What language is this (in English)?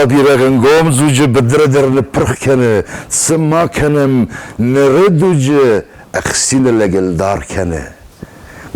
Ossetic